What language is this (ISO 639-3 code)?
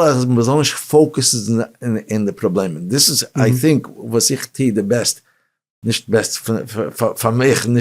yid